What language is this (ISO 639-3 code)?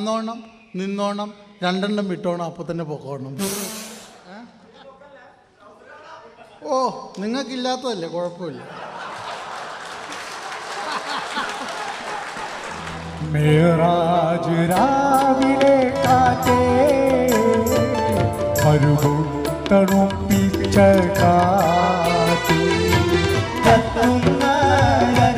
mal